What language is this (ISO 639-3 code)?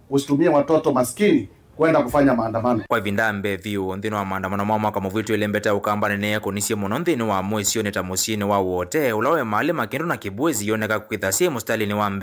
kam